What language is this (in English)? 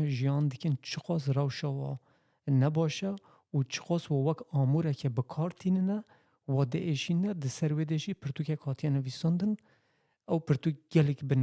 Kurdish